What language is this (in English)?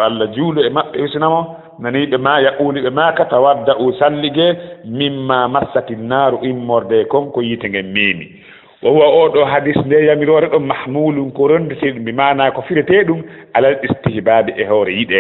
Fula